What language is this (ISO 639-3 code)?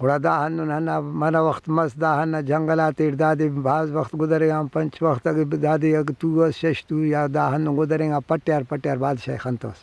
brh